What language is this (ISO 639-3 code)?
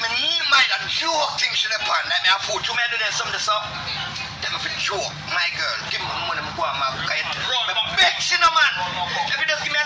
jam